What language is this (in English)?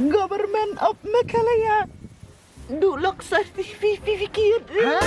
Khasi